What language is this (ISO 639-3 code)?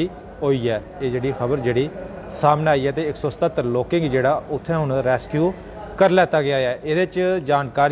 doi